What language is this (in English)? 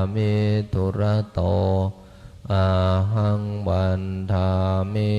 Pali